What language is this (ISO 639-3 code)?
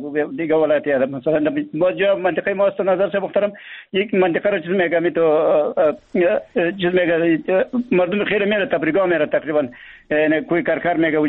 fas